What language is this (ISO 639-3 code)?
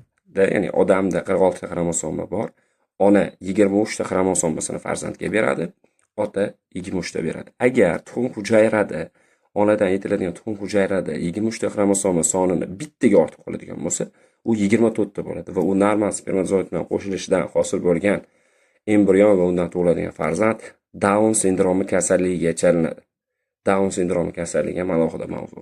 uzb